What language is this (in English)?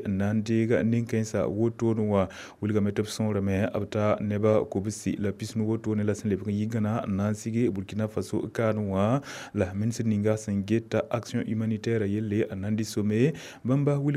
Mossi